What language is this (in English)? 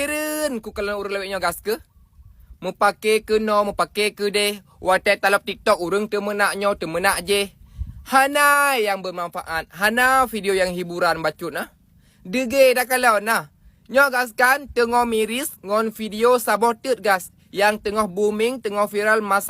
Achinese